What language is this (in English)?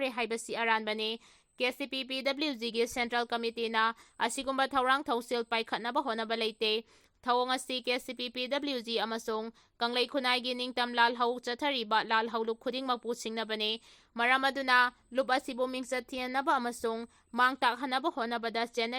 Manipuri